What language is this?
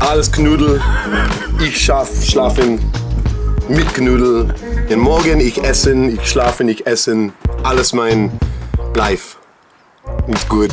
Bavarian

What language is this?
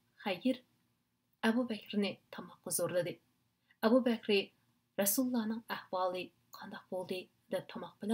Uyghur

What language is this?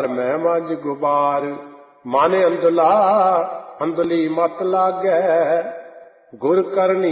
Punjabi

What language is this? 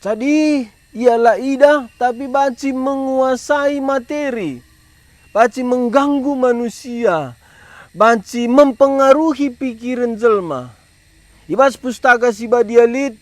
Batak Karo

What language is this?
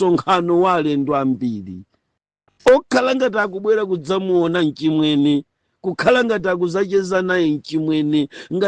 Nyanja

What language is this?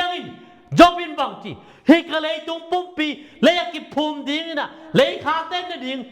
Tedim Chin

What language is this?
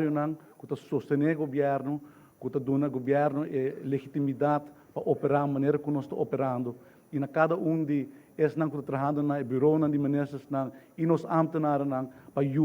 Papiamento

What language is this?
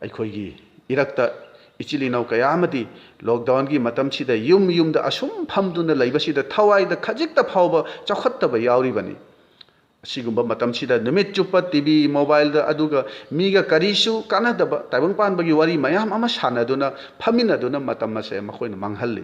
Manipuri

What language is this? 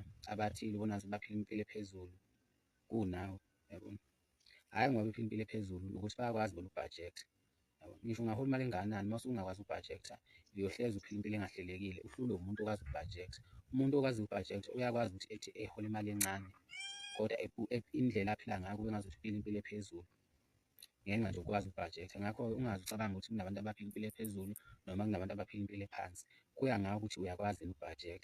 Zulu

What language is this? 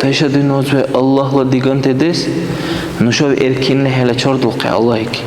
Dargwa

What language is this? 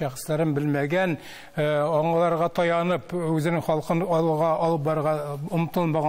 Tatar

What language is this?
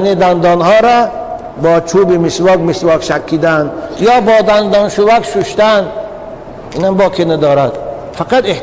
Tajik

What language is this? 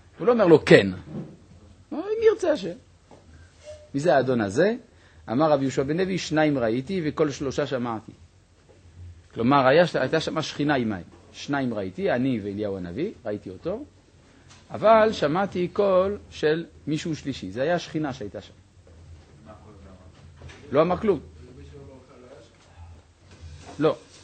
Hebrew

